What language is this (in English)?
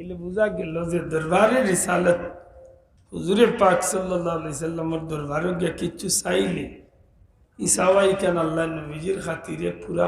Sylheti